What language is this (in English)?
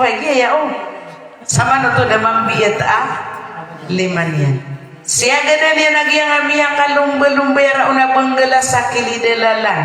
Maranao